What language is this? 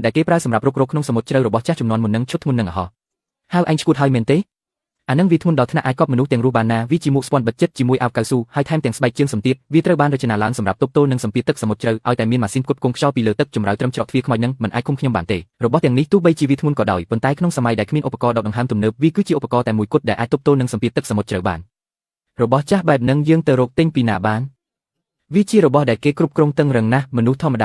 Khmer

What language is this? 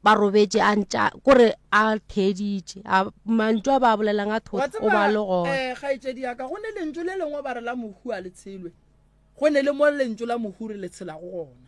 Northern Sotho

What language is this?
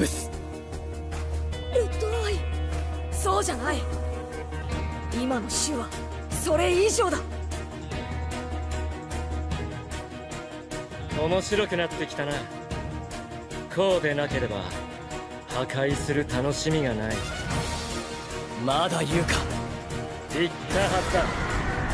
Japanese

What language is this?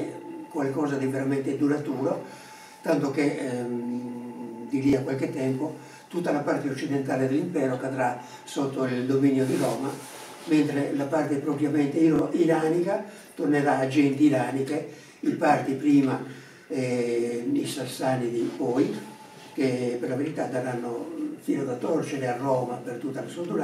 Italian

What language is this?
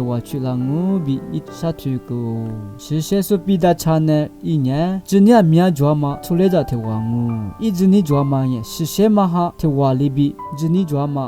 Lisu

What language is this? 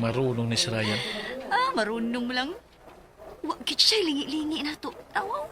Cebuano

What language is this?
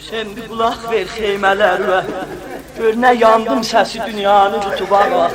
South Azerbaijani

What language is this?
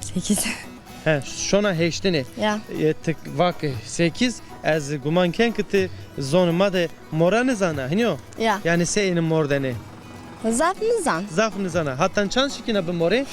Zaza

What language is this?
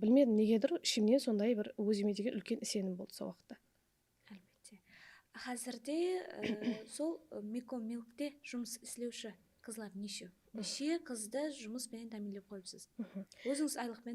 Kara-Kalpak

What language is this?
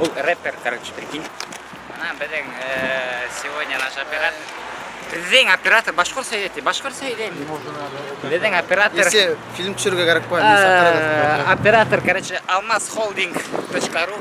Bashkir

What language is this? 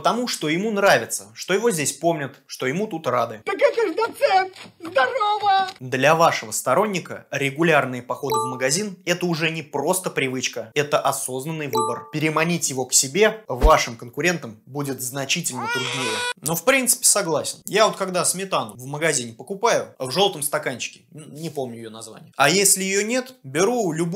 Russian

